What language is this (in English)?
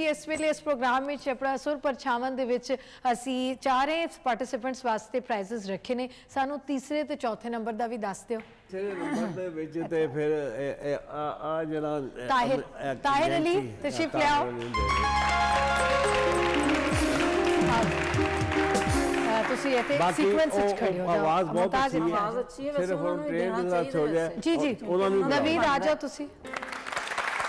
Punjabi